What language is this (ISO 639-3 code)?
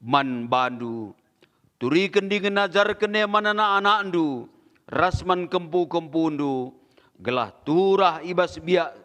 btx